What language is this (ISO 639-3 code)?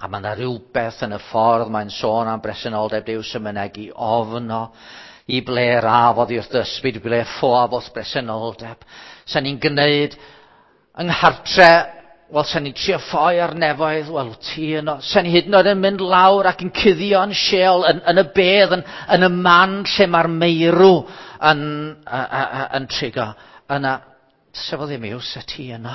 cym